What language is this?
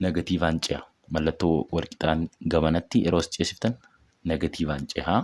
Oromo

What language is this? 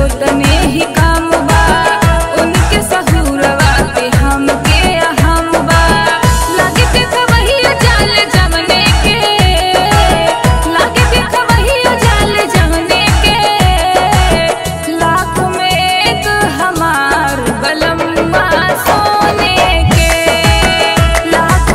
Bhojpuri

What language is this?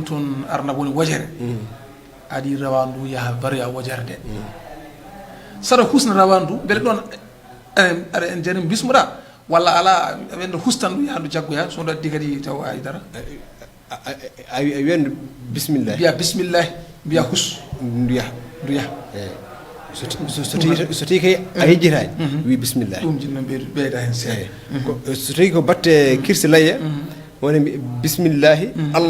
Fula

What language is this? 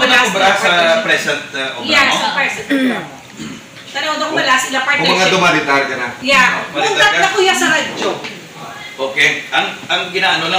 Hiligaynon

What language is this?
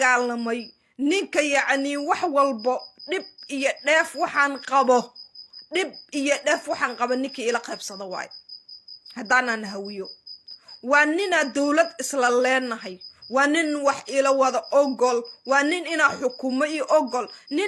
Somali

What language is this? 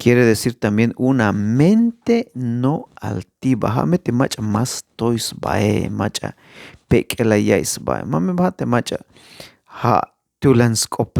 Tzeltal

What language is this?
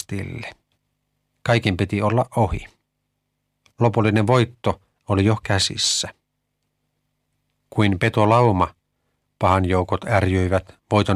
Finnish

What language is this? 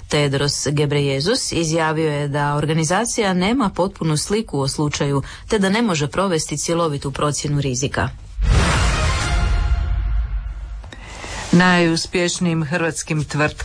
Croatian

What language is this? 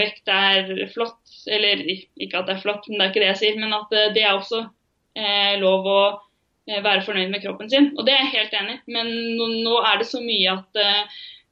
Norwegian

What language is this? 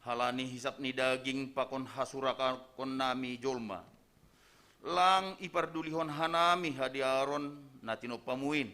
Batak Simalungun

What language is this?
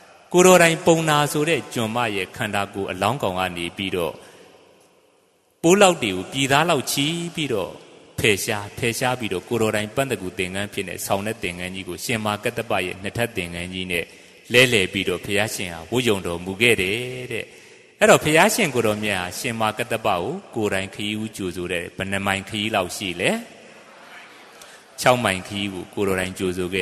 Burmese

